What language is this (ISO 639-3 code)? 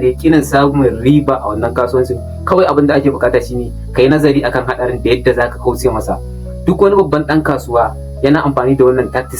hau